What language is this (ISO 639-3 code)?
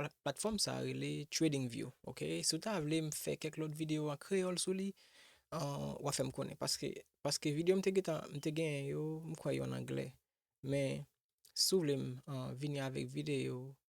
hat